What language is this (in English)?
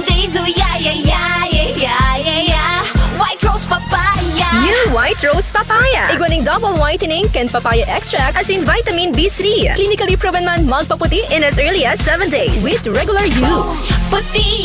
Bikol